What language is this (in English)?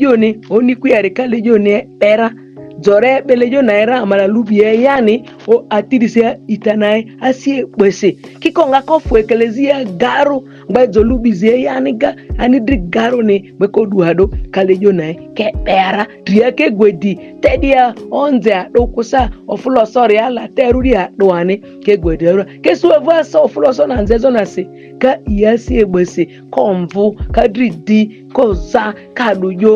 Ma'di